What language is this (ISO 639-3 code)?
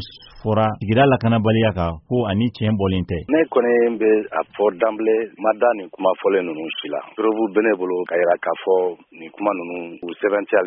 bam